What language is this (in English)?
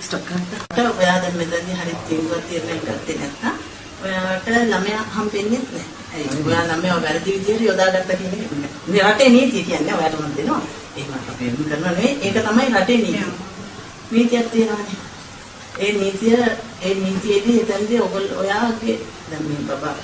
Sinhala